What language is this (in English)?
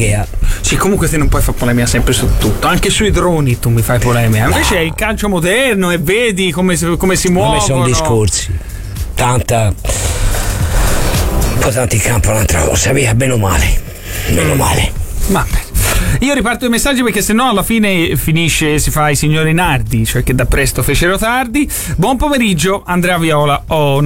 Italian